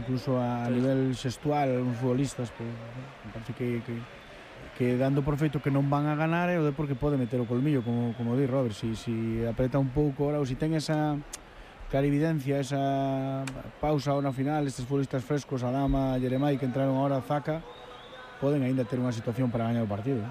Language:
Galician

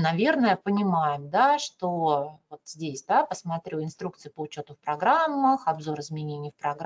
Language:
Russian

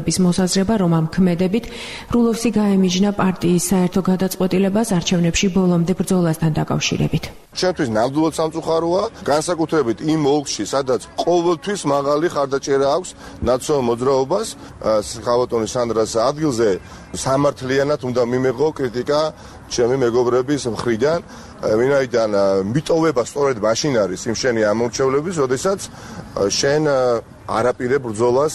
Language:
Georgian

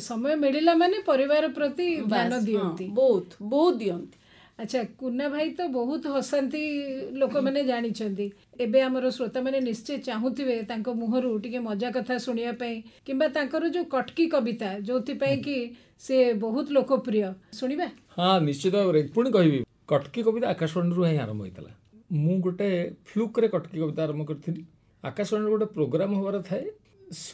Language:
Odia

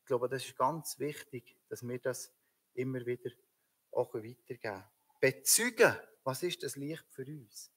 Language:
Swiss German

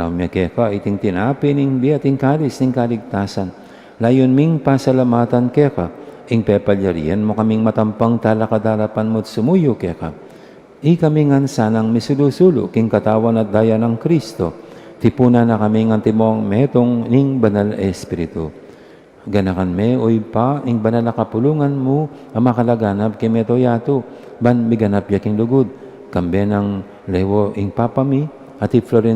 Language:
Pampanga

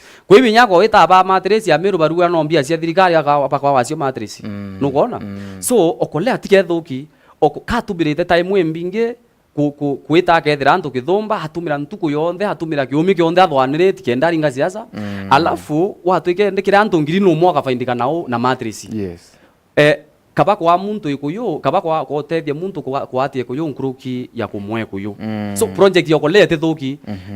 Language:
Meru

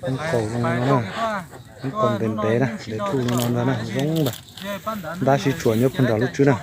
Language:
Hmong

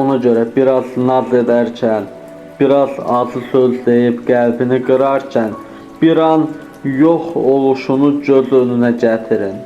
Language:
Azerbaijani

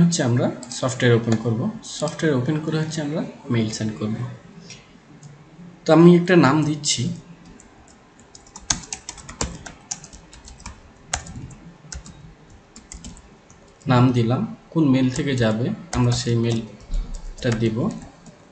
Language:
Bangla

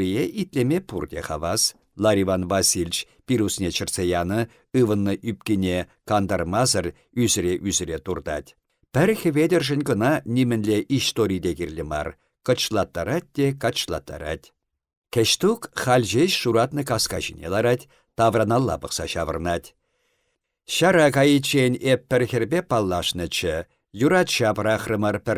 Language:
Chuvash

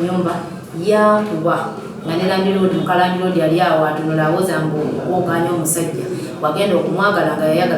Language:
Ganda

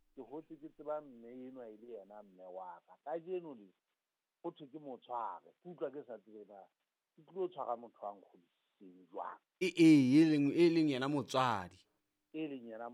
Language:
Southern Sotho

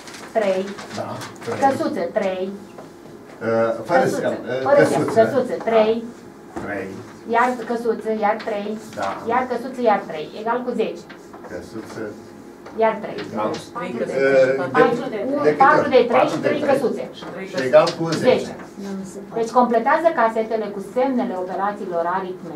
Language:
Romanian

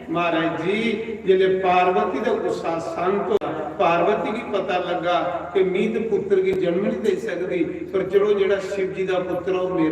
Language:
Dogri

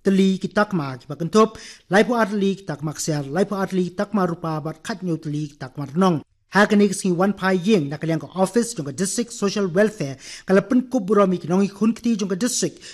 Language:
Khasi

